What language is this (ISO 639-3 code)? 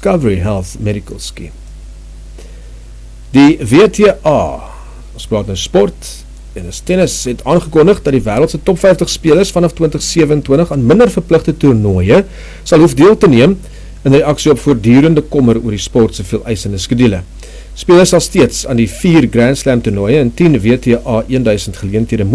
afr